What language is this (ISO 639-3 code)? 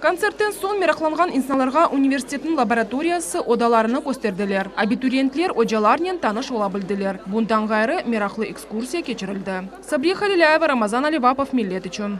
crh